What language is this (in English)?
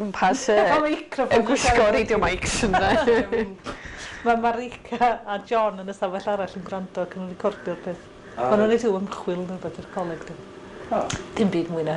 Welsh